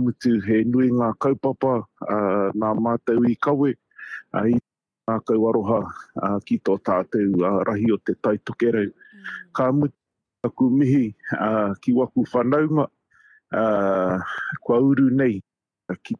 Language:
Māori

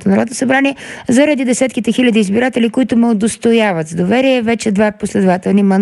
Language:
Bulgarian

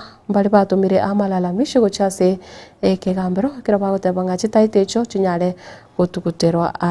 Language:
Gusii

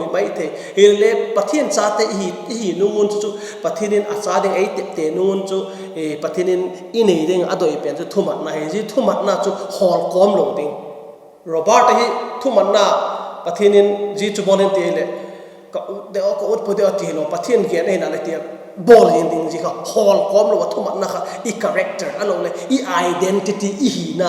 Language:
Vaiphei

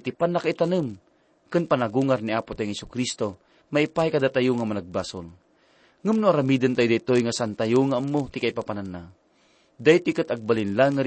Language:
Iloko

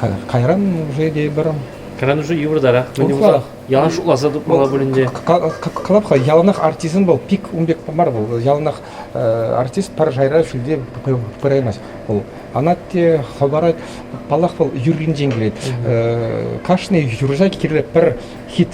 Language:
Chuvash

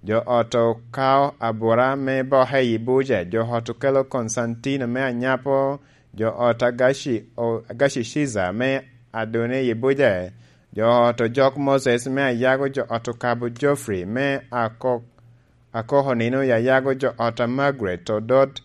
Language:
Lango (Uganda)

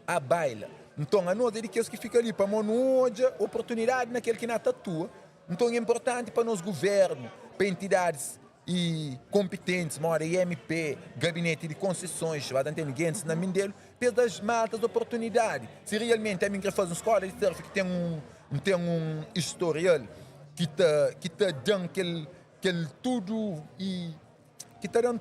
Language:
Kabuverdianu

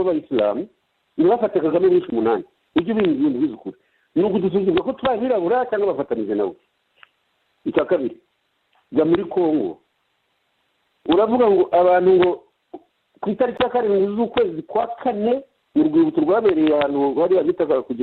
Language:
Kinyarwanda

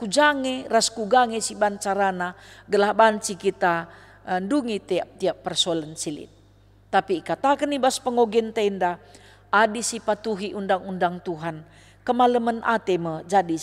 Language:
Batak Karo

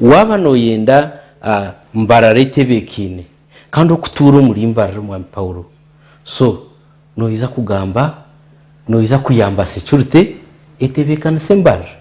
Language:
Nyankole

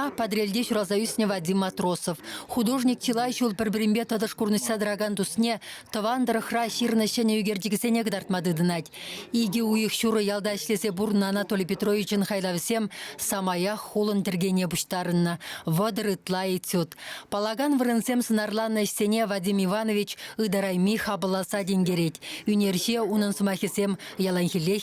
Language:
Chuvash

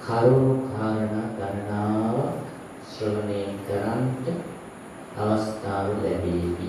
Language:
Sinhala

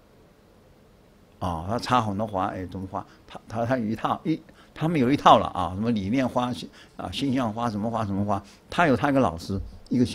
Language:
Chinese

